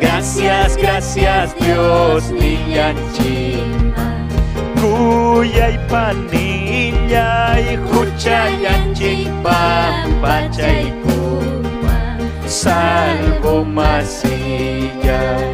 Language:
Ayacucho Quechua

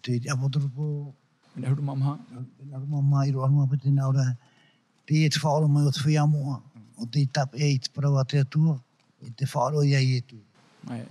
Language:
Tahitian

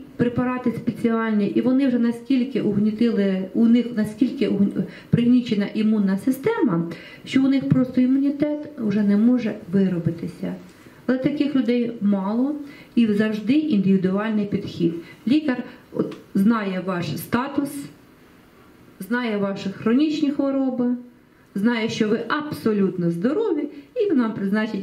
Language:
Ukrainian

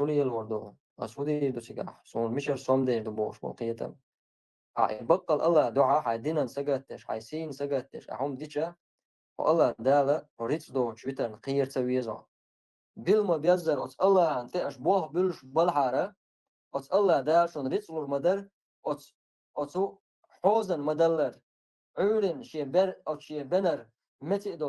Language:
Chechen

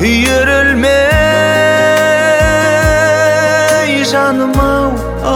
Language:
Kazakh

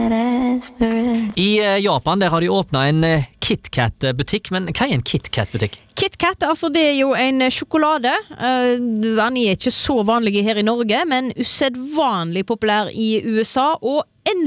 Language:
Norwegian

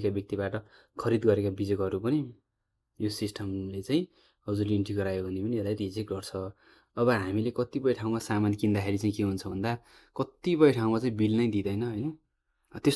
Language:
Nepali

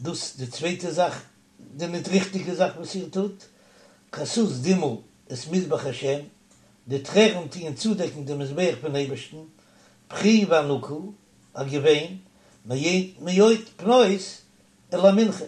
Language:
Yiddish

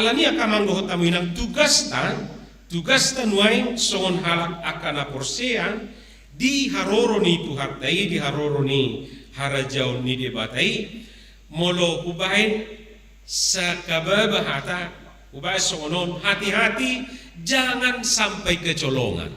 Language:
Batak Toba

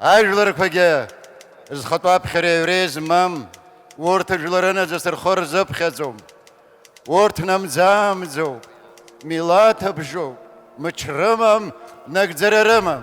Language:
Abkhazian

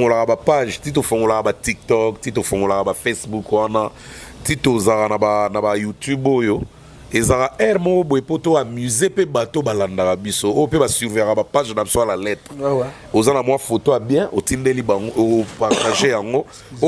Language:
Lingala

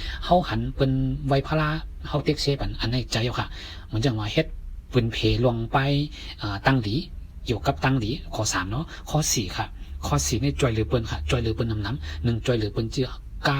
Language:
Shan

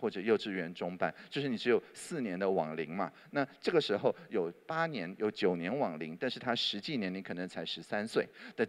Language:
Chinese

